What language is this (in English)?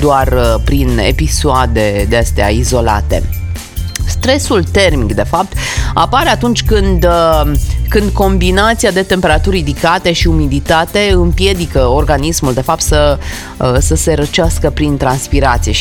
Romanian